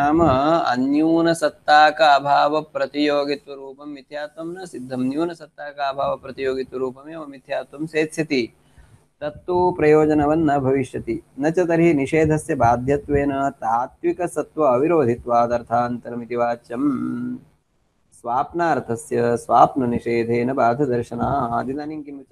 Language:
Sanskrit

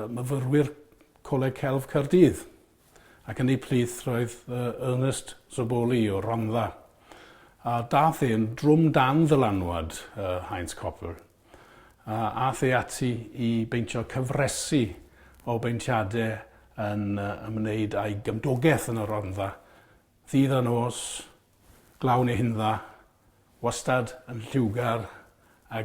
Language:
Welsh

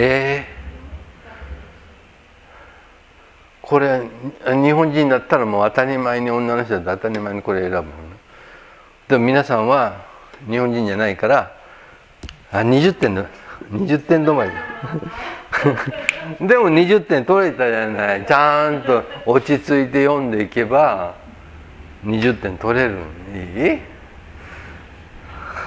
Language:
Japanese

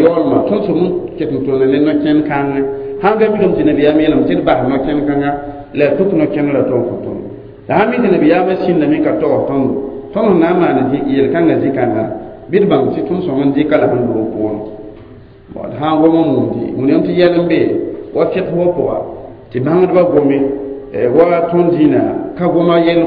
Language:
Mossi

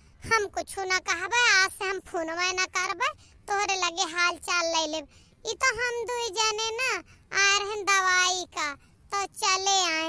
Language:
Awadhi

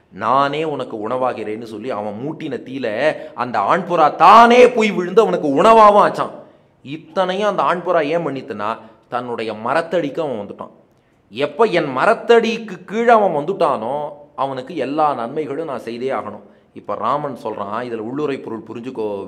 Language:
Tamil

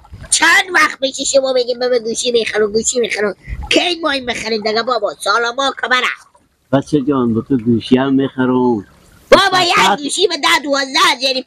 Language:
Persian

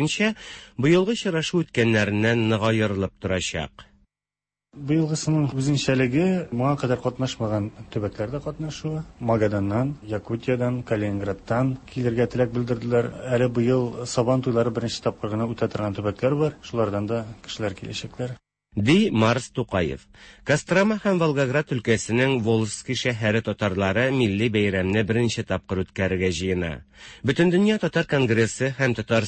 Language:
Tatar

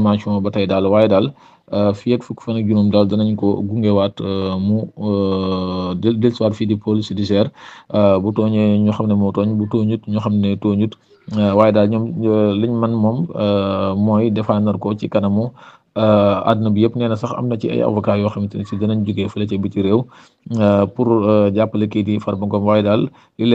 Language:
Wolof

